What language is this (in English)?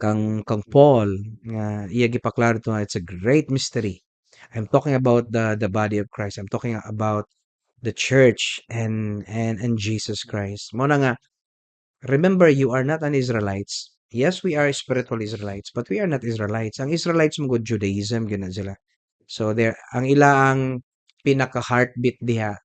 Cebuano